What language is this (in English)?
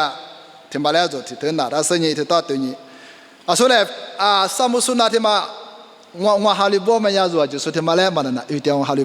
Lisu